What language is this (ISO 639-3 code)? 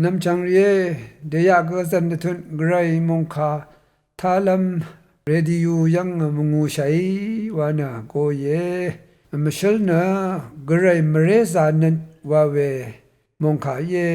raw